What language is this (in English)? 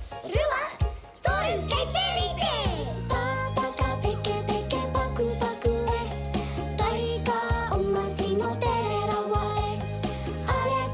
Māori